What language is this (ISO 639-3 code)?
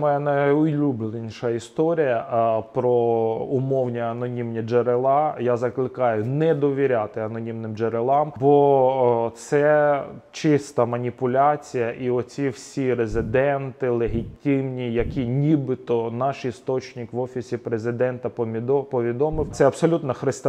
ukr